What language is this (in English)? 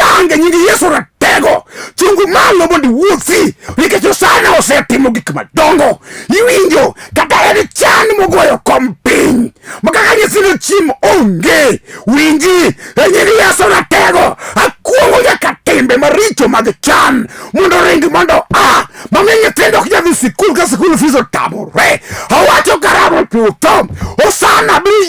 Luo (Kenya and Tanzania)